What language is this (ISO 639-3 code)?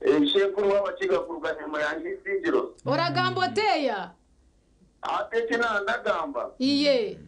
nyn